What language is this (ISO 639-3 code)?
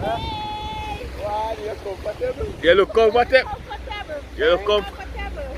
jam